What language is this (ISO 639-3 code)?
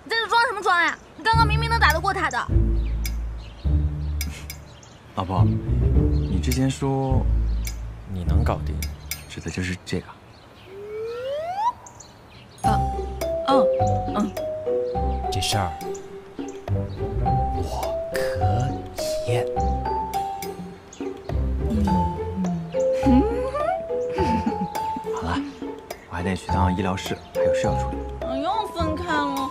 zho